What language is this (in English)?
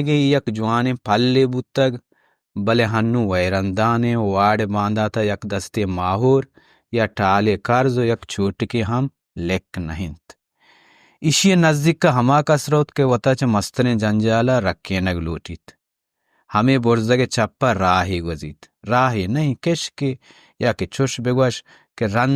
Baluchi